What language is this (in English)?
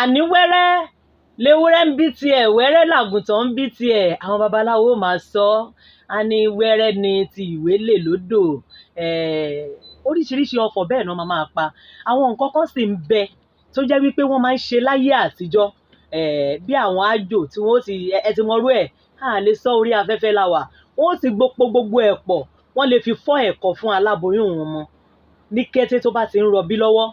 Yoruba